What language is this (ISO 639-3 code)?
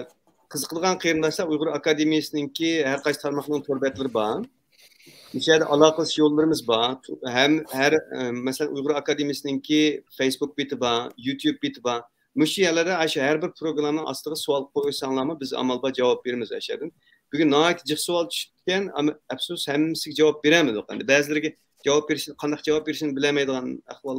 uig